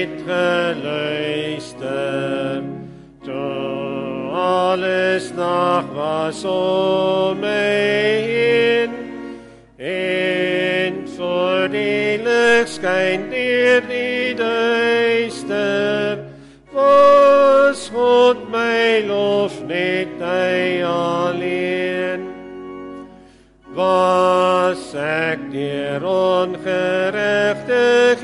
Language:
Afrikaans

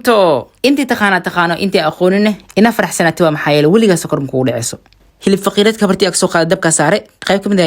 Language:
Somali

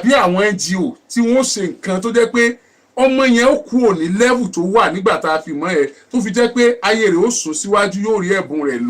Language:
Yoruba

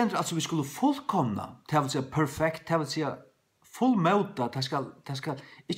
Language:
Faroese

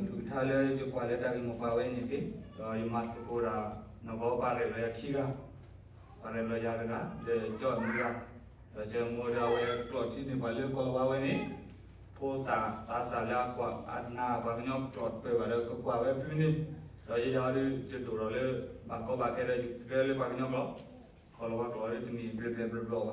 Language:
S'gaw Karen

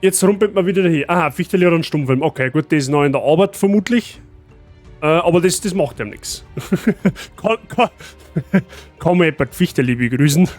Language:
Bavarian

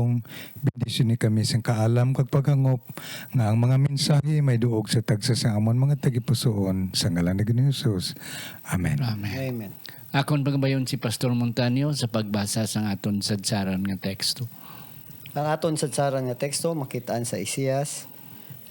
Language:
Hiligaynon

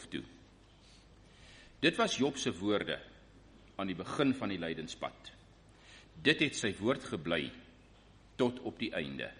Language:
Afrikaans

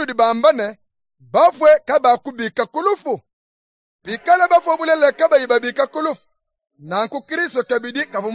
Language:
Luba-Lulua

